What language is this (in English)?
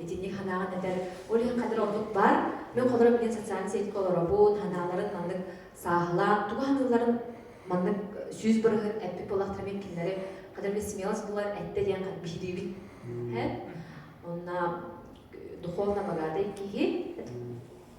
Yakut